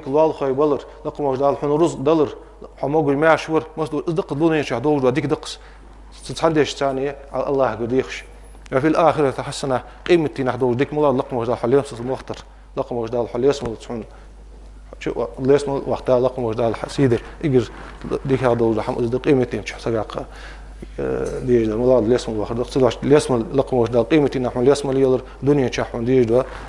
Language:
Ingush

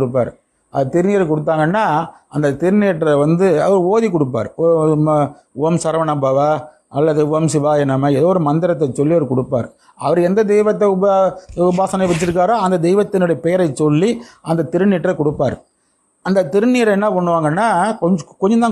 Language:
Tamil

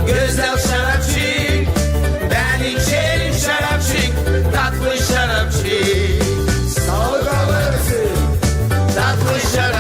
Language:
Gagauz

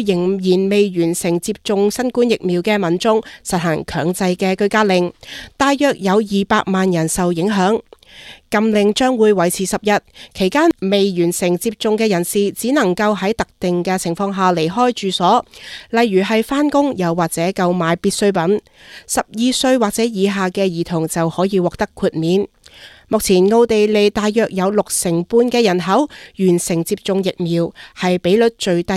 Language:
Cantonese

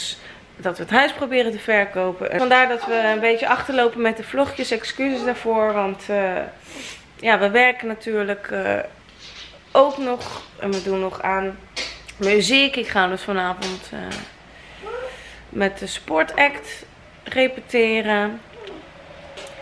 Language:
Dutch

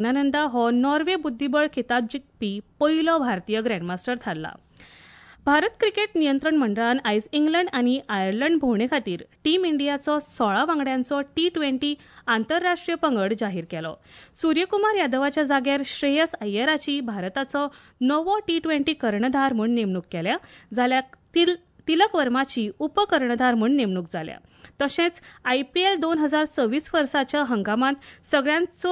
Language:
Konkani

